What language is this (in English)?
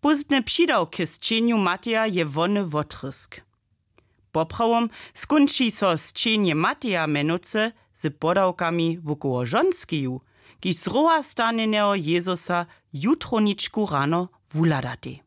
Upper Sorbian